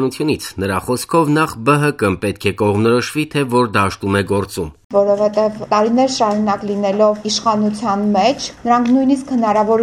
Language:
Armenian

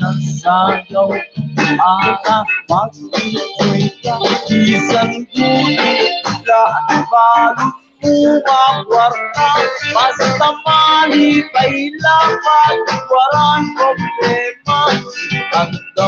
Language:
Waray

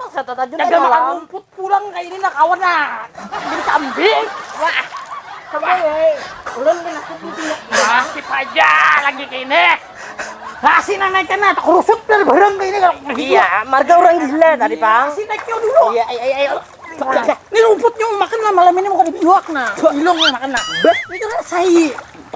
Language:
Banjar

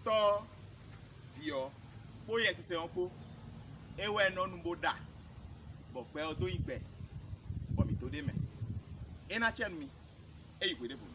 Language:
Fon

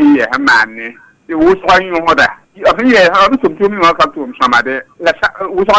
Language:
Mossi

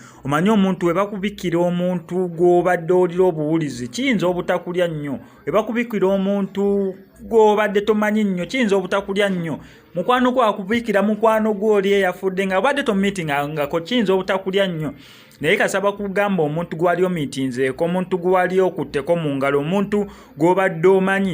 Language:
Ganda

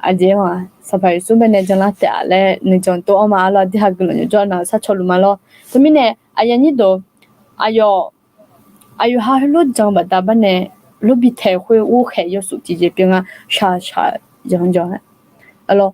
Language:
Akha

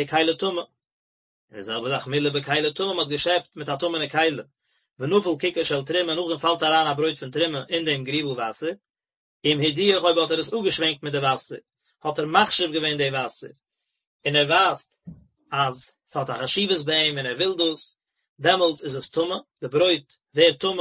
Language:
Yiddish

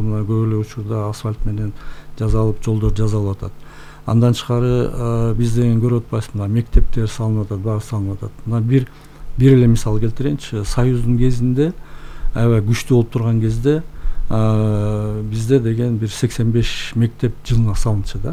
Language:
Kyrgyz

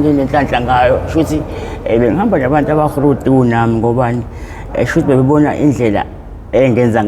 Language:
Zulu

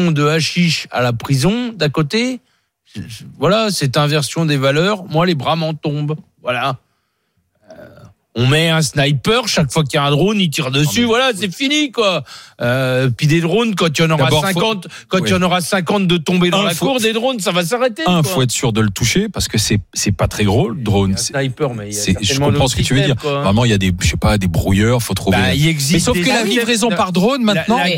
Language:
French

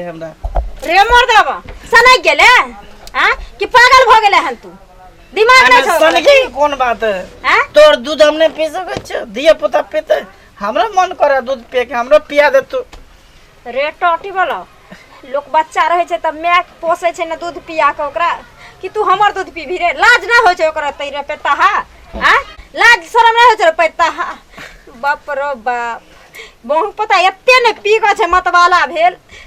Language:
Maithili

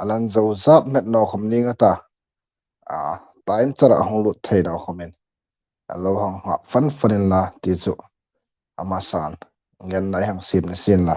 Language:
Hmar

